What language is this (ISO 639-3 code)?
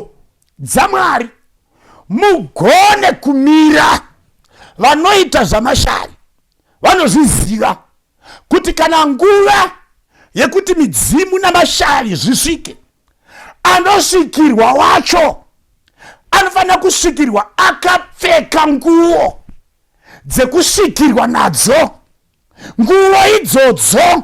sna